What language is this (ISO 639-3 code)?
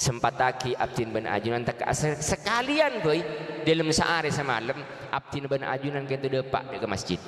mad